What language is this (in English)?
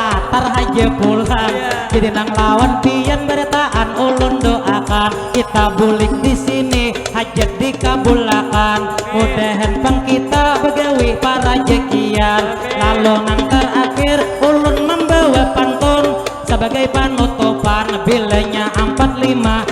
Banjar